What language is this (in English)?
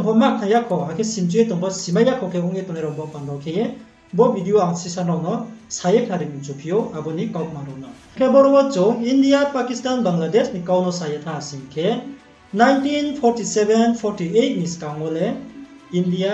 Riang (India)